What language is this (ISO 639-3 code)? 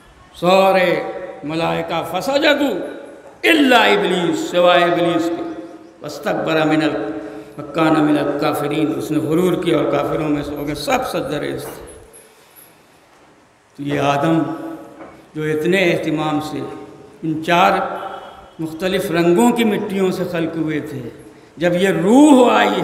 urd